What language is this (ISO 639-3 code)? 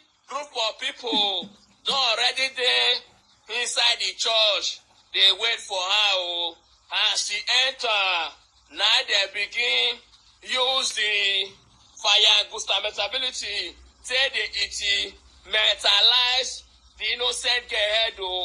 pcm